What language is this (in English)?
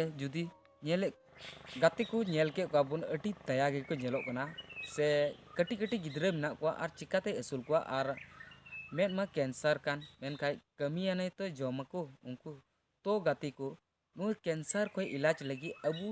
Santali